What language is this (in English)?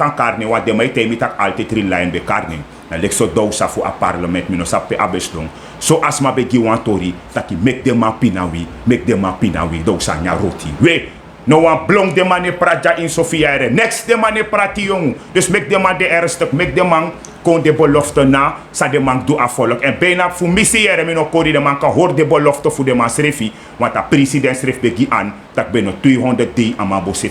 Sranan Tongo